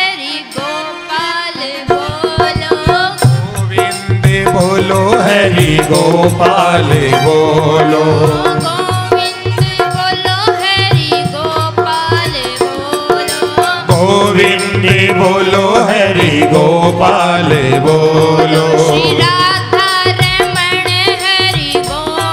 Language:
Hindi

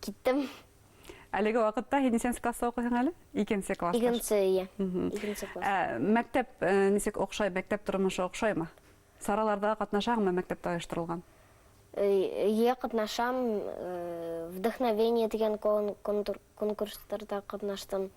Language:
Bashkir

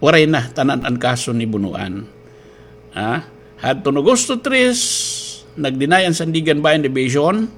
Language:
Waray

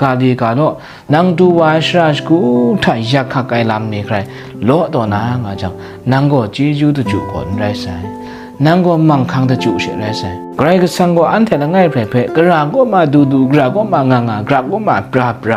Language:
Kachin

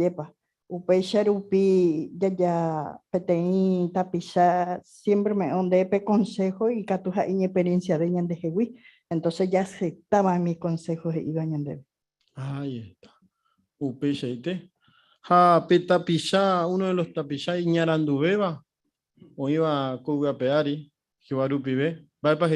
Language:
Guarani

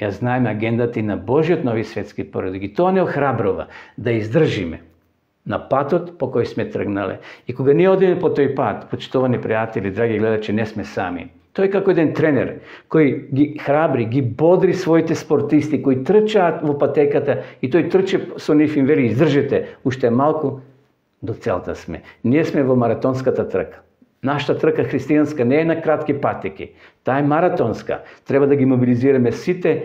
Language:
Macedonian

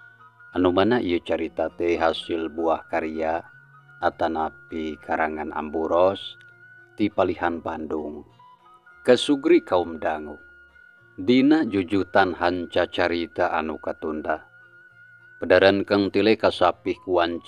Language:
Sundanese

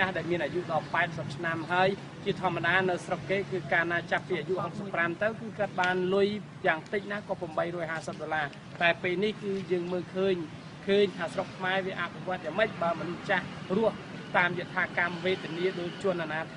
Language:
Khmer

